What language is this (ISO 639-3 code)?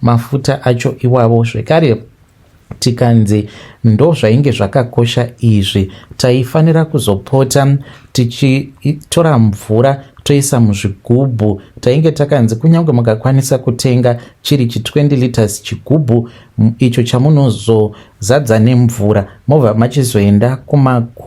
sna